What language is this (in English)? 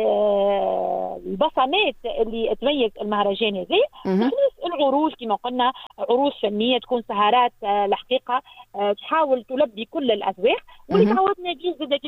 Tunisian Arabic